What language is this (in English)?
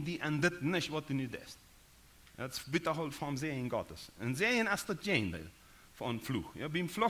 Plautdietsch